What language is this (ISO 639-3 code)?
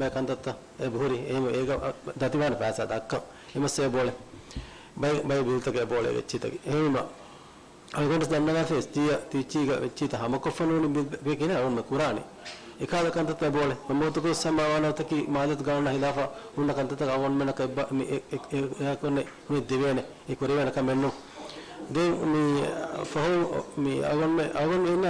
div